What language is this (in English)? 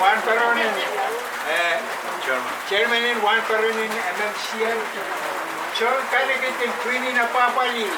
Pohnpeian